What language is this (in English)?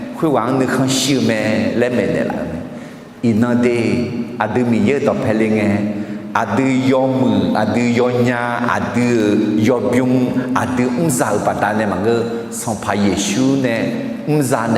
Akha